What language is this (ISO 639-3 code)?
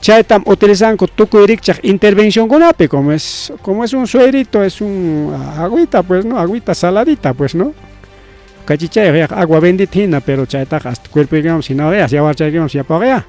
quy